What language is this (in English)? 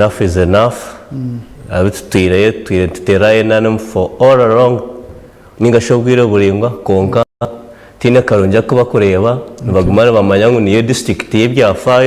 Nyankole